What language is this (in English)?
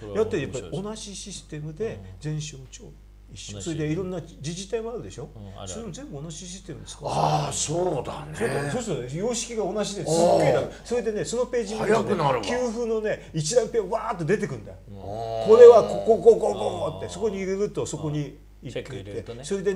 Japanese